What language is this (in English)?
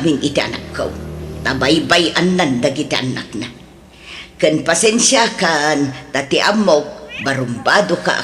Iloko